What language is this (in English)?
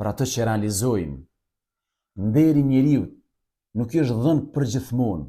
Albanian